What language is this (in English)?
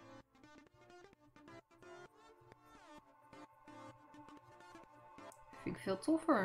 Dutch